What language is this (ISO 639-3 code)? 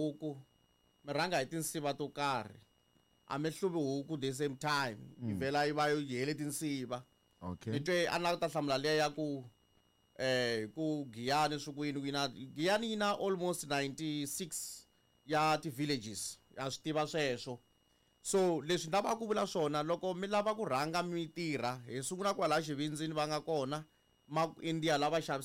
tso